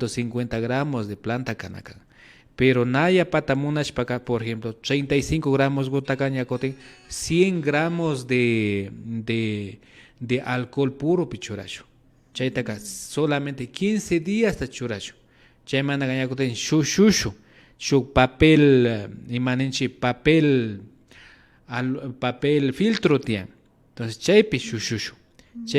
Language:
Imbabura Highland Quichua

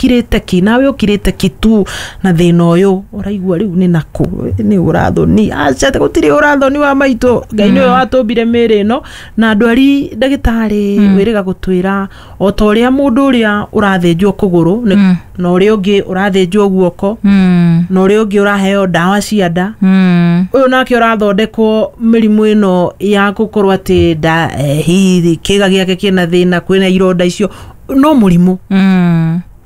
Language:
Kikuyu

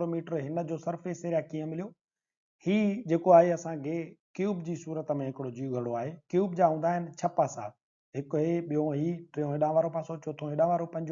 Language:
Sindhi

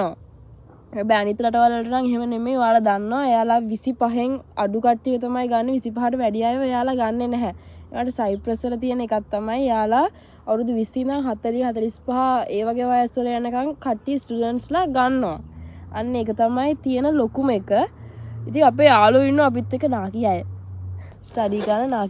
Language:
Sinhala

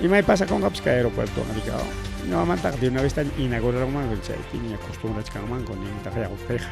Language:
Ayacucho Quechua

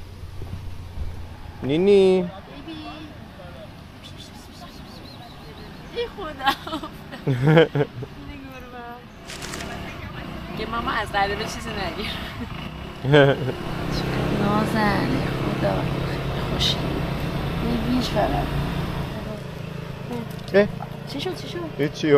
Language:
Persian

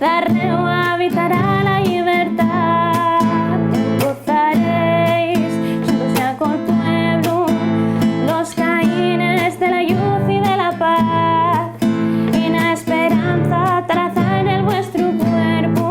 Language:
Asturian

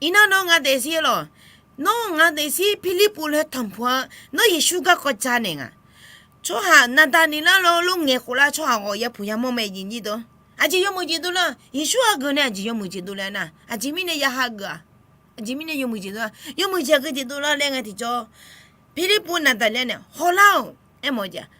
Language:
Akha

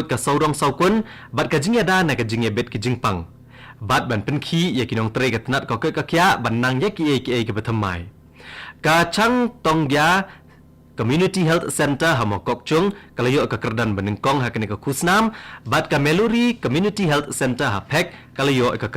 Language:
Khasi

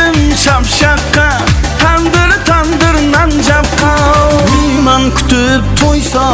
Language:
Kara-Kalpak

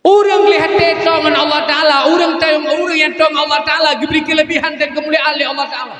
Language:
Achinese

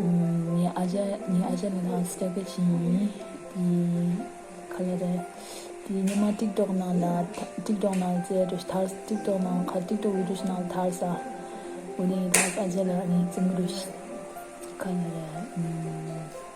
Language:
Tibetan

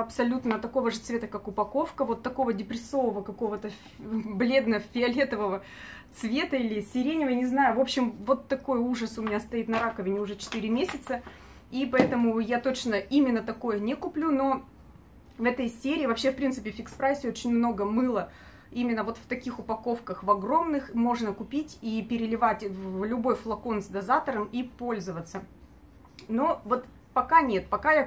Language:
Russian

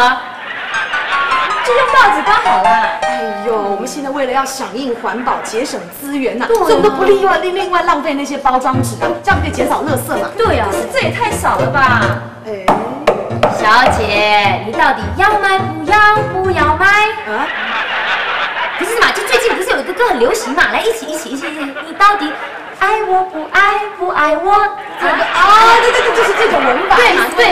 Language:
Chinese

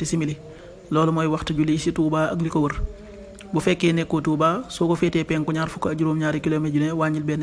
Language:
Wolof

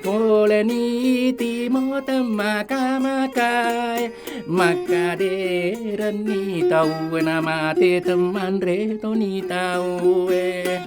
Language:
Buginese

